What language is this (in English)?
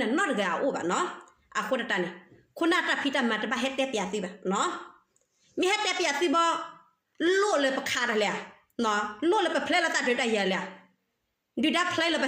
S'gaw Karen